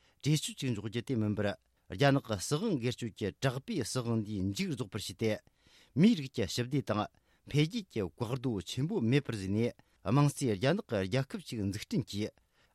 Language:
Tibetan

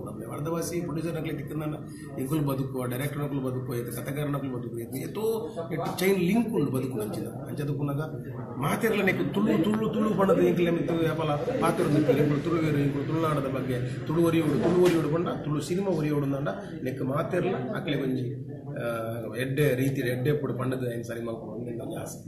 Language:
Tulu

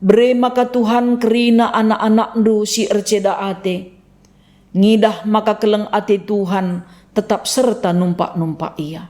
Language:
Batak Karo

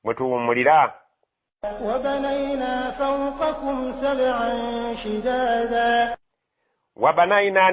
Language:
Ganda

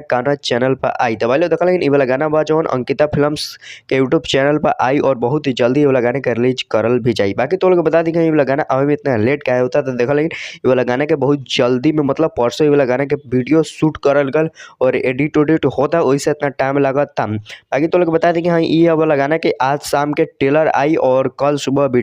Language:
Bhojpuri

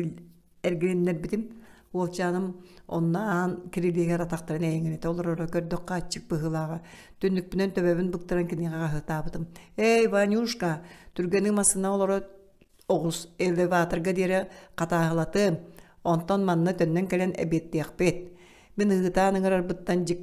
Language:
Yakut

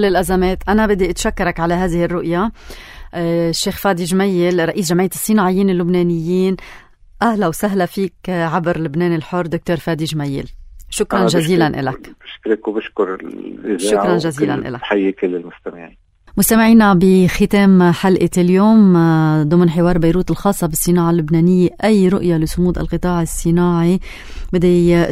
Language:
North Levantine Arabic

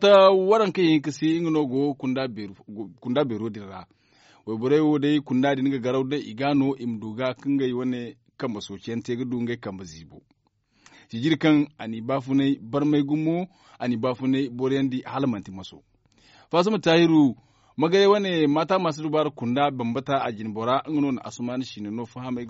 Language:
Zarma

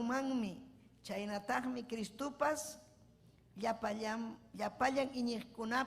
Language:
Ayacucho Quechua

